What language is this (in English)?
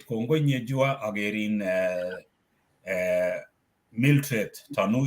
Kalenjin